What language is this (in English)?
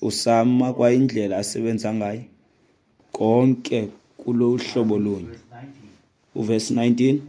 Xhosa